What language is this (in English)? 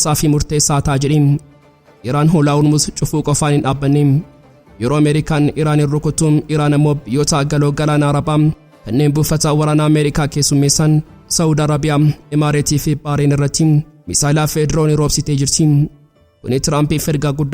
Oromo